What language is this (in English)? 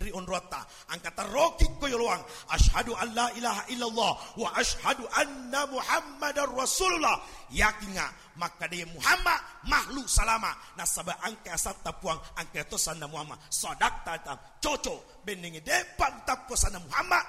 Buginese